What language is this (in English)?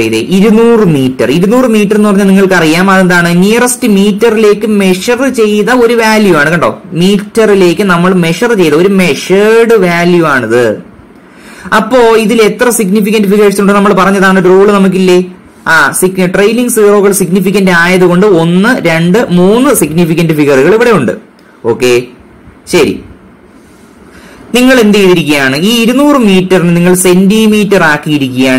Malayalam